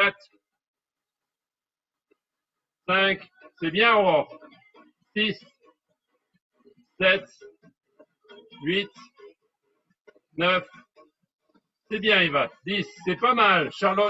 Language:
French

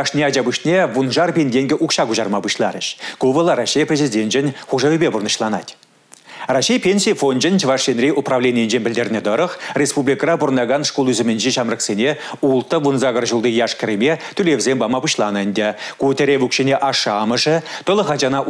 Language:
Chuvash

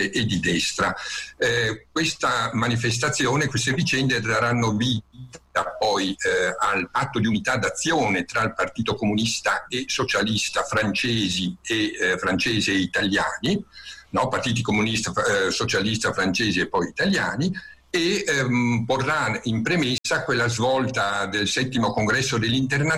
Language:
Italian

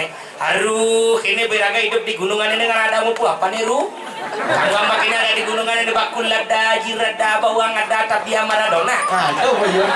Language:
Balinese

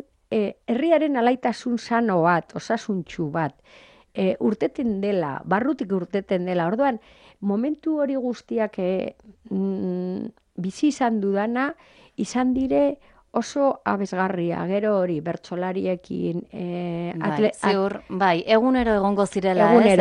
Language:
Basque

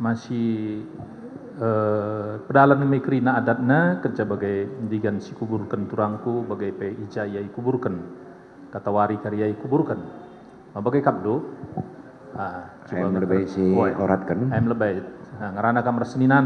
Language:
Batak Karo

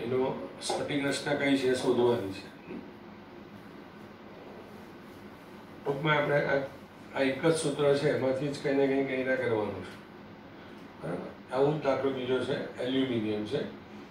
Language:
Gujarati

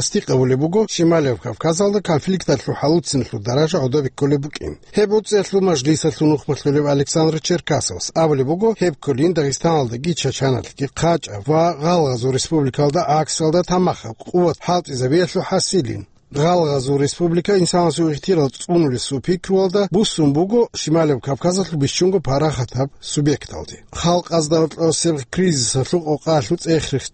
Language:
Avaric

